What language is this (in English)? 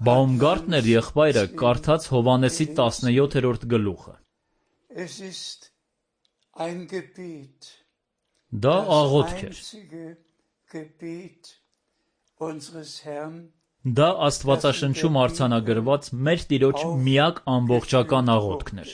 Armenian